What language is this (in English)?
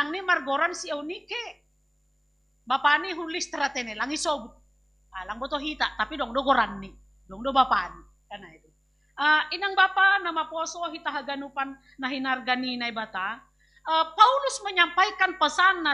Batak Simalungun